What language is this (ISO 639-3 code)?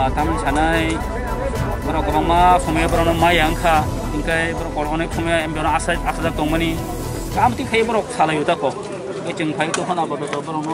trp